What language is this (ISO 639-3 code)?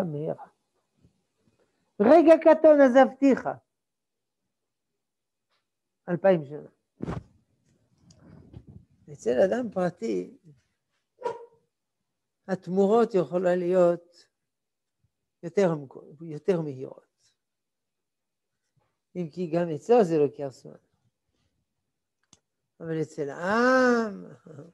heb